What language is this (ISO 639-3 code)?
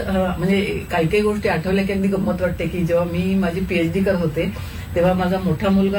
mar